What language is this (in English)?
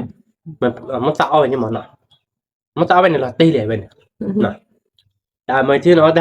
S'gaw Karen